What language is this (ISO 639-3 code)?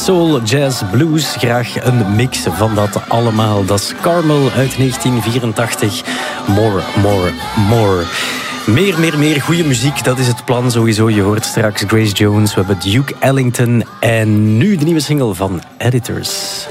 nld